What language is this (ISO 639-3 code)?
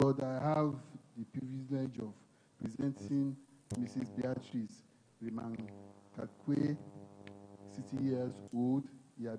ewe